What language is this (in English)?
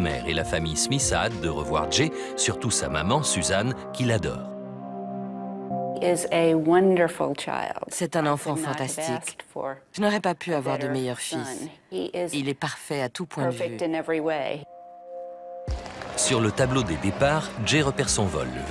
French